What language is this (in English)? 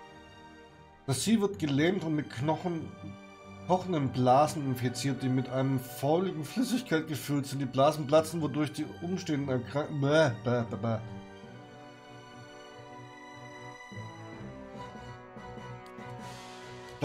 German